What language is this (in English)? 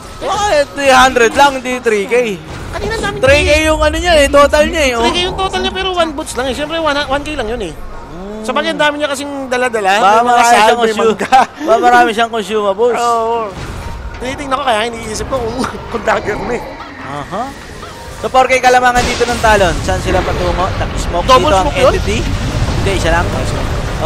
Filipino